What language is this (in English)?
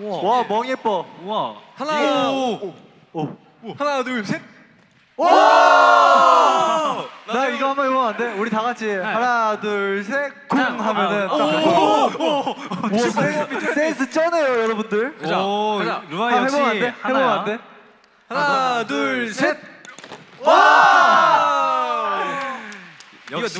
Korean